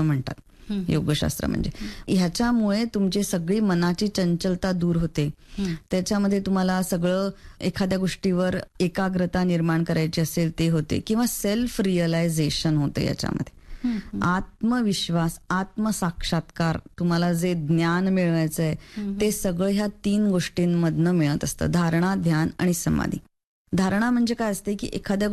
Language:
Marathi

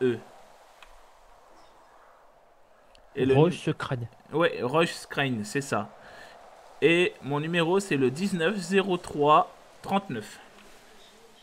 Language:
French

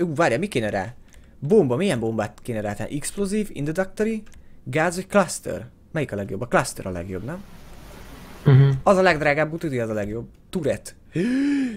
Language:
Hungarian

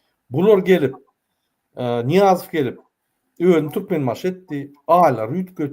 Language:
Turkmen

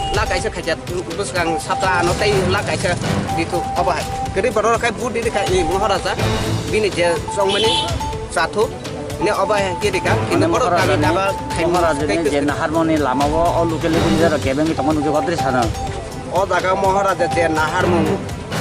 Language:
Kok Borok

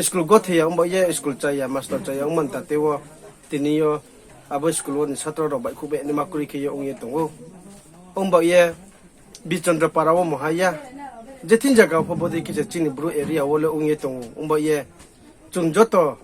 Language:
Riang (India)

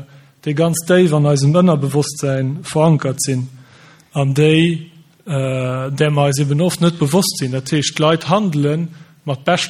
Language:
Luxembourgish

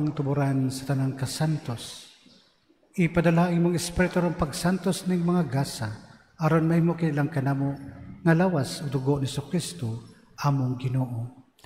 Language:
Cebuano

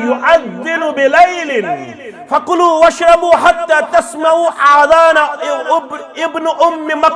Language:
Kashmiri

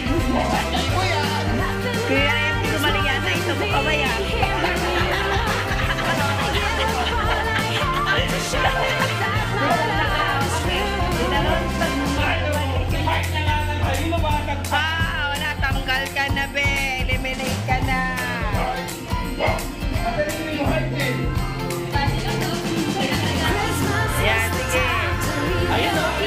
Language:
Filipino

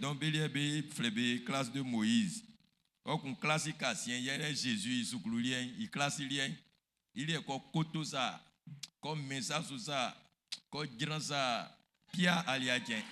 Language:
Baoulé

